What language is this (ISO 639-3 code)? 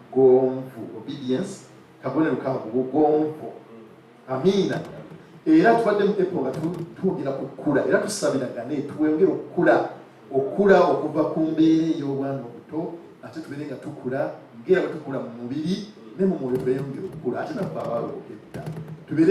lug